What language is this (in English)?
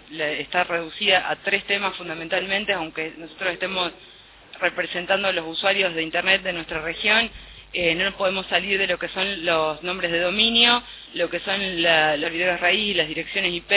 Spanish